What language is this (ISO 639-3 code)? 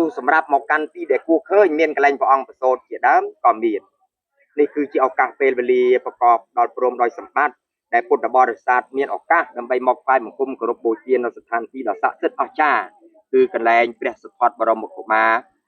khm